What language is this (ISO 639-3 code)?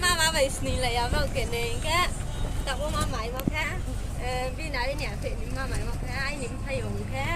ria